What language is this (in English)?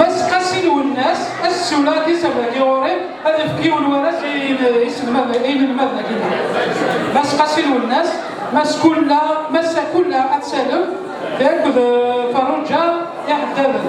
Kabyle